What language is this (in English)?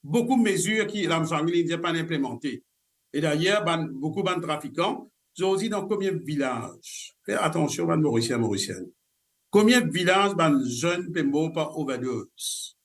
Morisyen